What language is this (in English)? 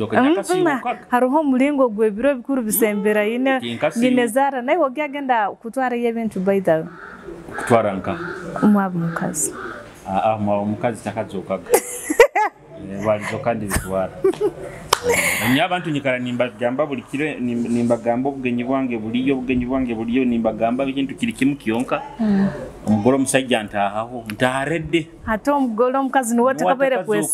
Nyoro